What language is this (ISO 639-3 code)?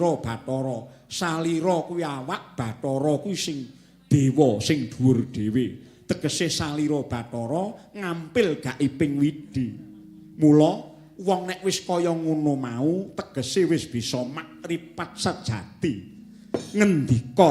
jav